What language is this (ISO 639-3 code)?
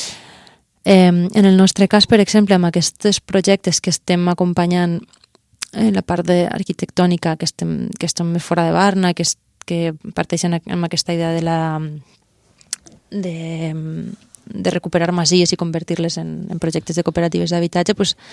cat